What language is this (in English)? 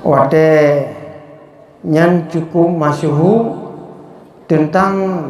Achinese